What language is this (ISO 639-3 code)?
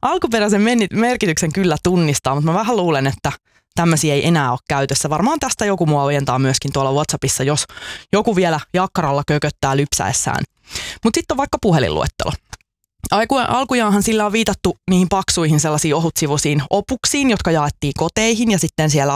fin